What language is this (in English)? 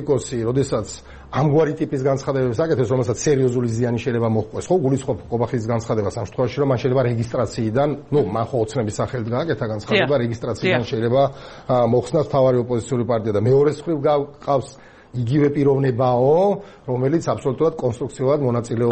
Georgian